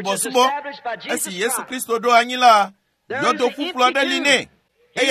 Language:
Ewe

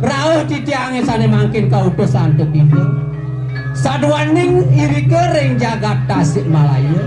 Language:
Balinese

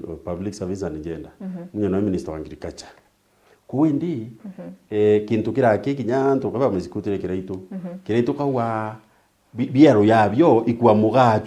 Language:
Meru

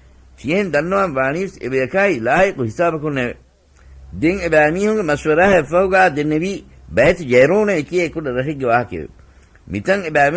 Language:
Divehi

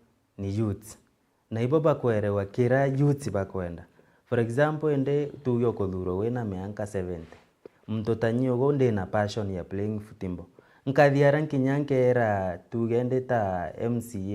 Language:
Meru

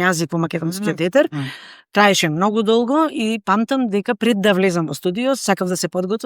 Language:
Macedonian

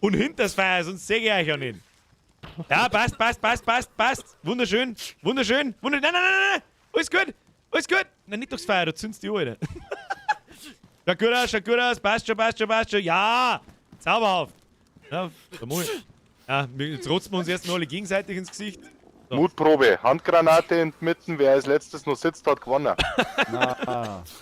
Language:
Bavarian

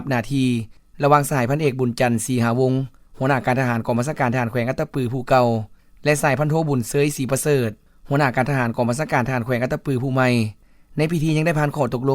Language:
Lao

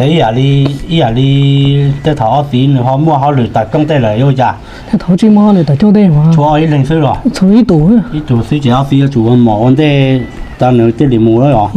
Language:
Hmong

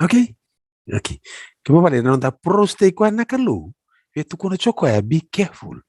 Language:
Fijian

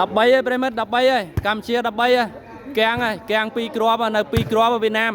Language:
Khmer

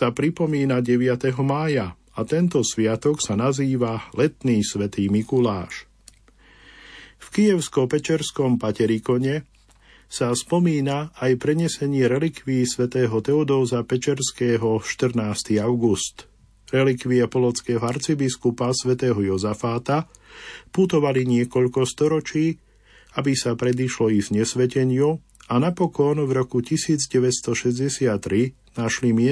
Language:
Slovak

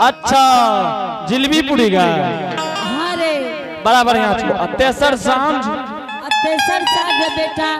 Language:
Angika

